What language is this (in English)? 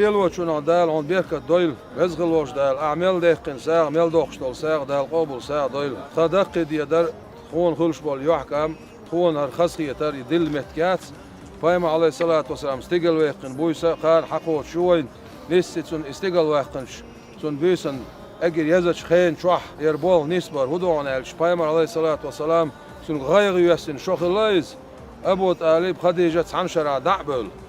Chechen